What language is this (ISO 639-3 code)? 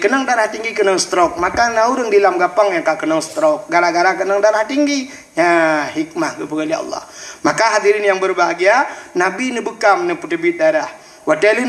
ace